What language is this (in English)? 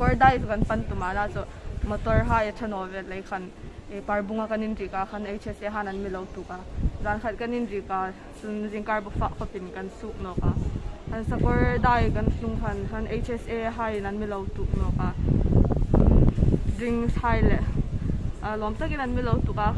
Hmar